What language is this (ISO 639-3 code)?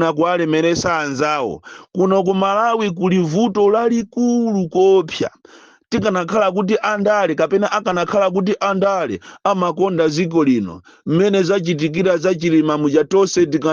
nya